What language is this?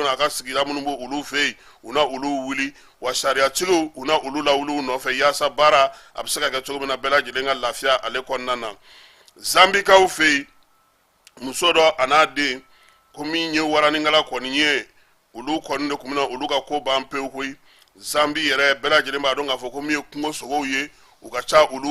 Bambara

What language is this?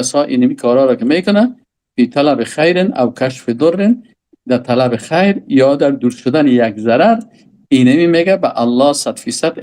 Persian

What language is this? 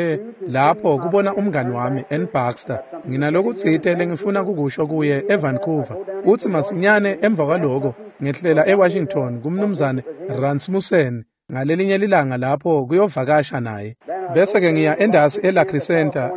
Swati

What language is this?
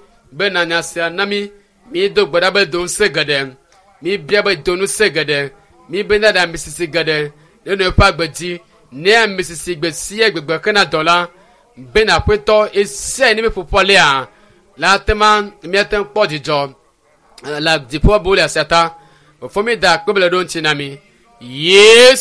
Ewe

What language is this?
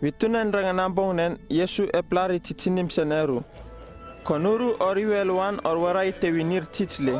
Uripiv-Wala-Rano-Atchin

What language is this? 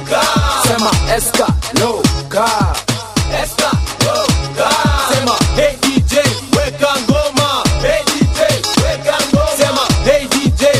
Swahili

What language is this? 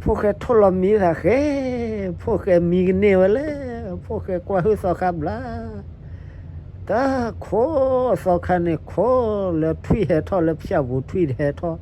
S'gaw Karen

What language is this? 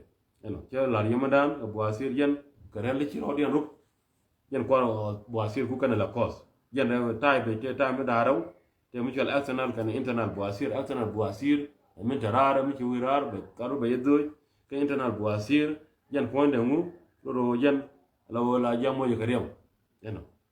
Nuer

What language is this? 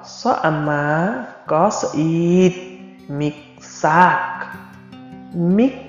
Limbu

